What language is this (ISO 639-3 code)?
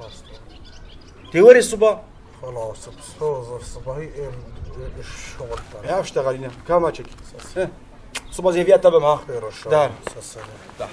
kur